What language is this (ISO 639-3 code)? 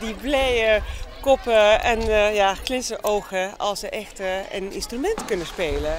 fry